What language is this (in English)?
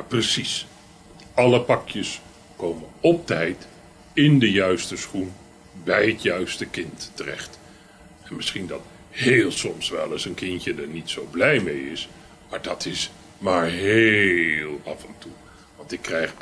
Dutch